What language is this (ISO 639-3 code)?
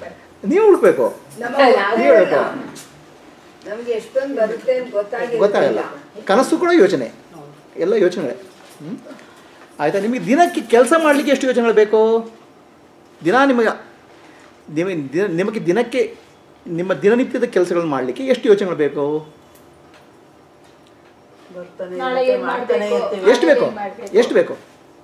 kan